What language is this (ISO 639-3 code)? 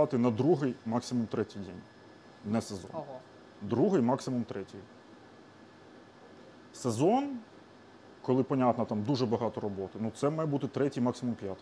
ukr